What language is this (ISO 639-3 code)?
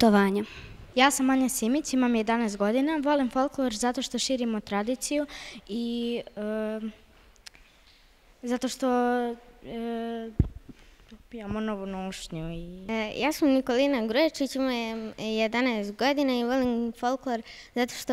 srp